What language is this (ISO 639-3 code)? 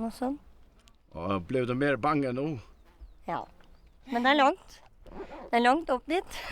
fao